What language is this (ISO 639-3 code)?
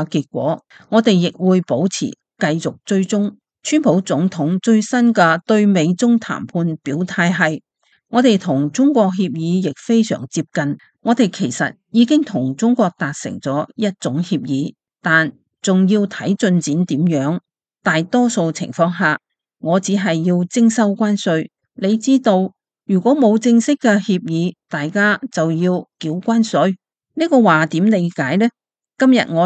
yue